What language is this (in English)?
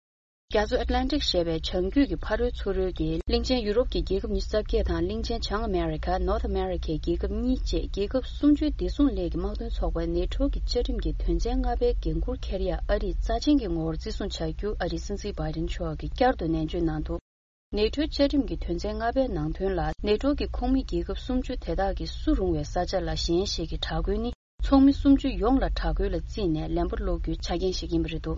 Tibetan